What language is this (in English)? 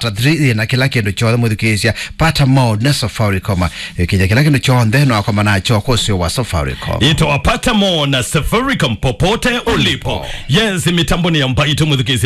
Kamba